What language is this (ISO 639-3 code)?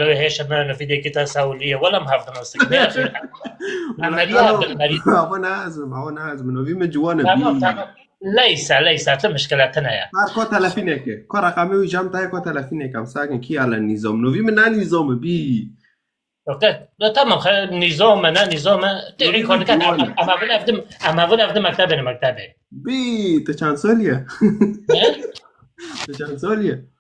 kur